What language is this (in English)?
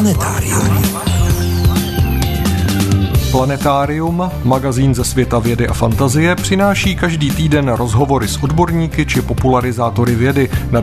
Czech